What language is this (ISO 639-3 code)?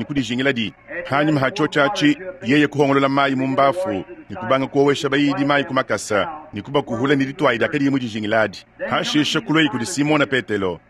lua